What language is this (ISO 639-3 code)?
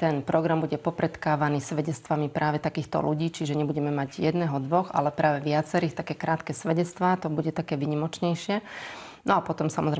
slk